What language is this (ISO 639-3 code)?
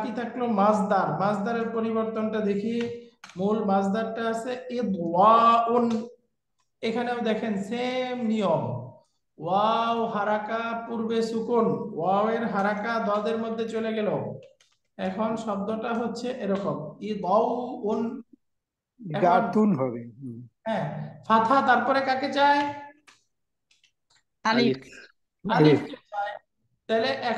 ben